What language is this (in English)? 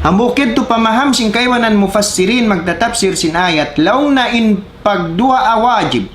Tausug